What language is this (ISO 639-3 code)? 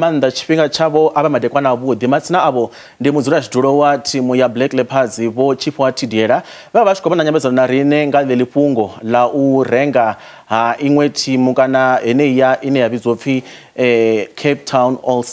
ven